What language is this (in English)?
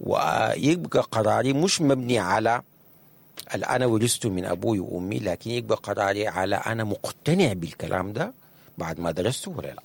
Sudanese Arabic